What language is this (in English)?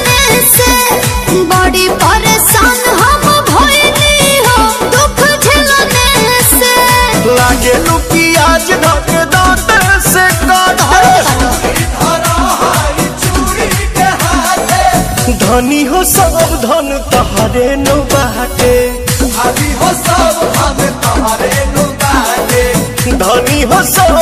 Bhojpuri